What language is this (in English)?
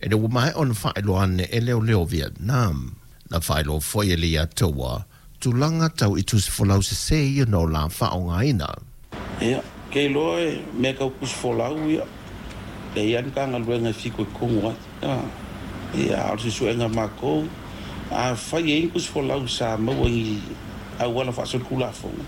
Samoan